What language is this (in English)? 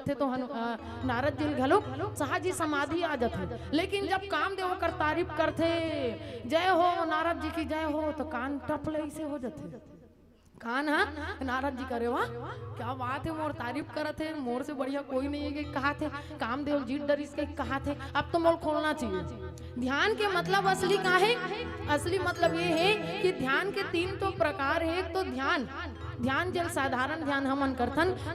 Chhattisgarhi